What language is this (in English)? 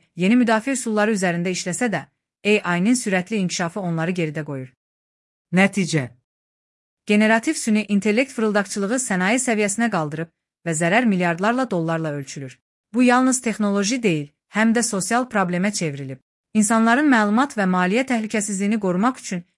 Azerbaijani